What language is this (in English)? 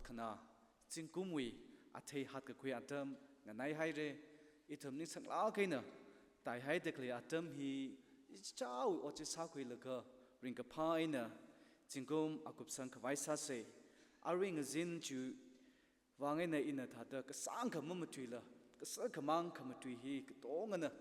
Tangkhul Naga (India)